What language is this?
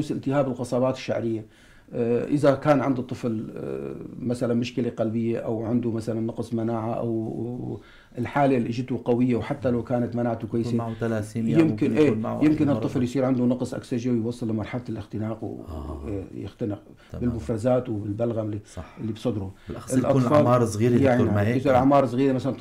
North Levantine Arabic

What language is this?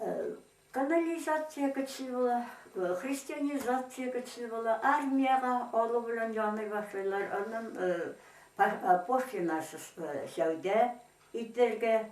Tatar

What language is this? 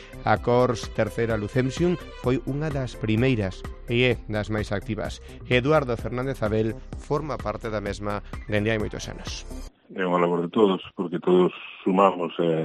Galician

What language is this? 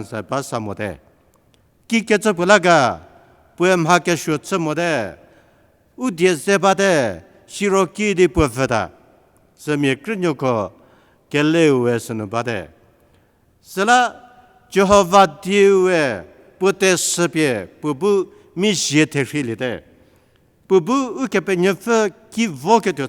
Angami Naga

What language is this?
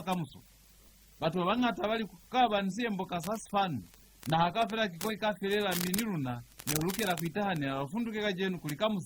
Lozi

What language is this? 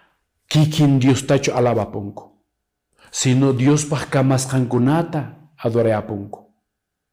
Quechua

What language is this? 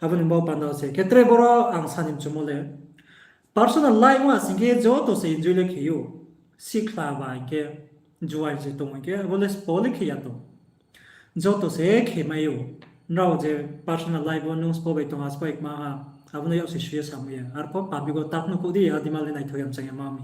Riang (India)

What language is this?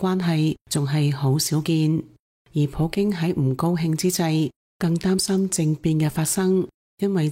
Cantonese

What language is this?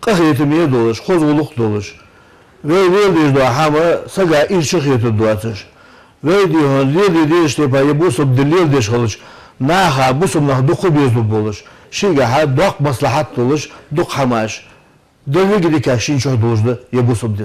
Ingush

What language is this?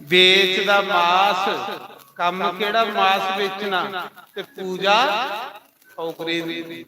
Dogri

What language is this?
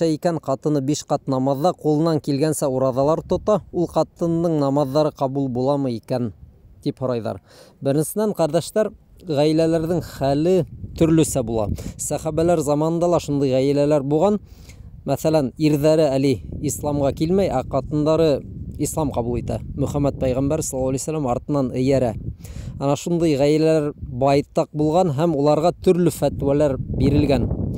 Bashkir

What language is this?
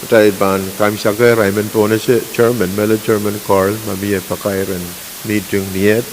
Pohnpeian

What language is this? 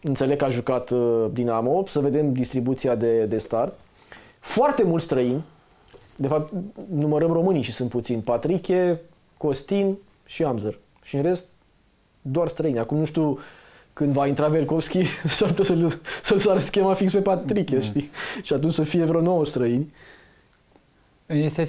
Romanian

